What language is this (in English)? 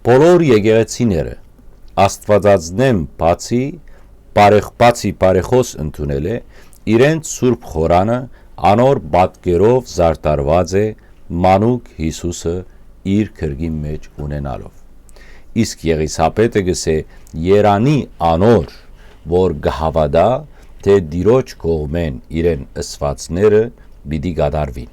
Western Armenian